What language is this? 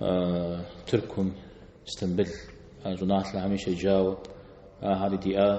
Kabardian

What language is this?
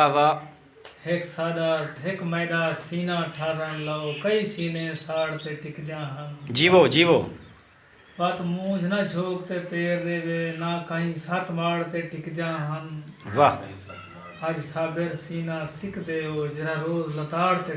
Saraiki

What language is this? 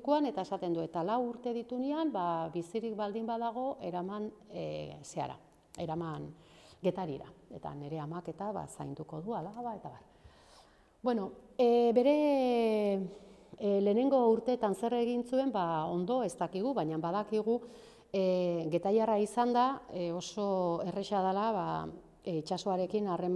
Basque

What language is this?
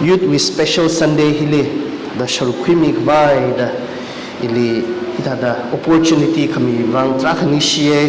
Tangkhul Naga (India)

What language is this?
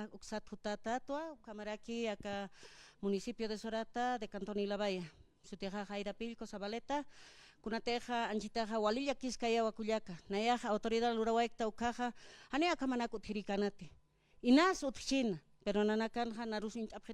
Aymara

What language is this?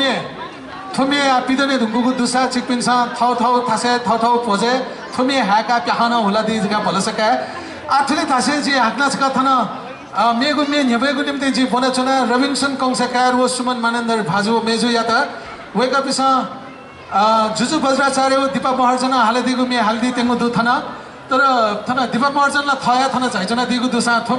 Newari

